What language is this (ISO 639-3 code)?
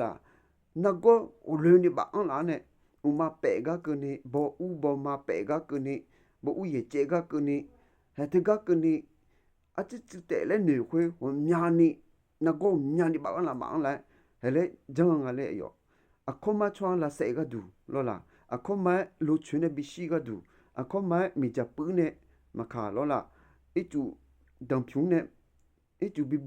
ahk